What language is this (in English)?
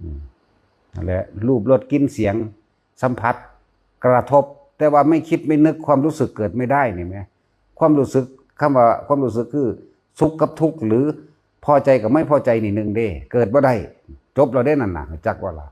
Northeastern Thai